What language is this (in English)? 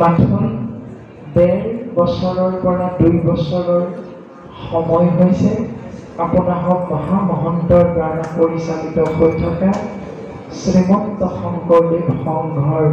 Assamese